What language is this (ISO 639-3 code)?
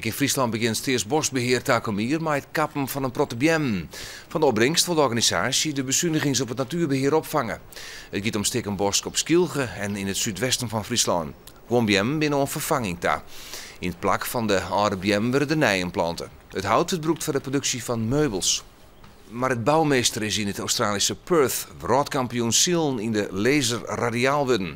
fry